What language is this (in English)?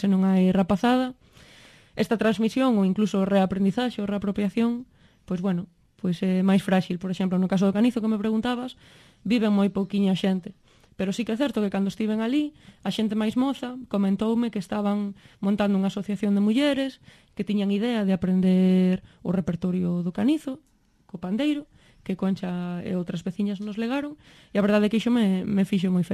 Galician